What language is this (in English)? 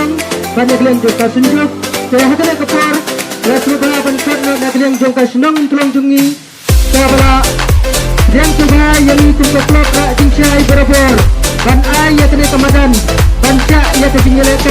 Khasi